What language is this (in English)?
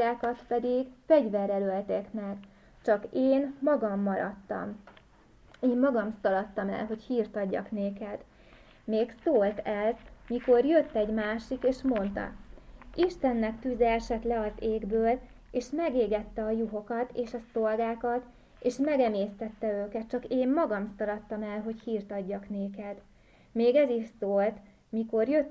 Hungarian